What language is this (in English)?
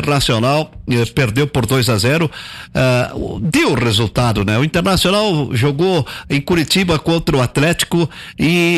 Portuguese